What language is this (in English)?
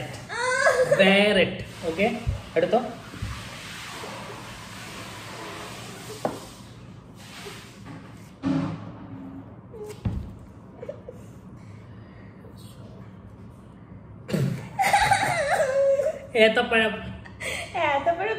Malayalam